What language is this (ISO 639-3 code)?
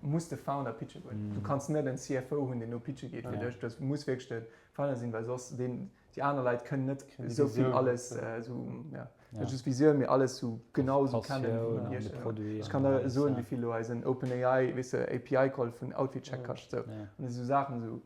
ltz